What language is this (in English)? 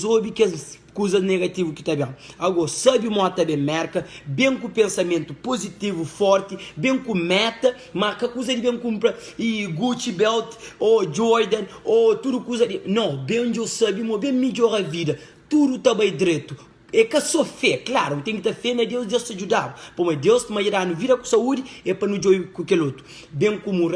Kabuverdianu